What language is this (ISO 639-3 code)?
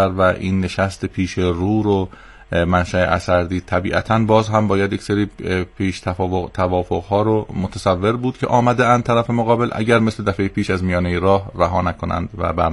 fas